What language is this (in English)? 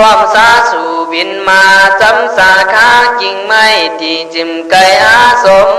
Khün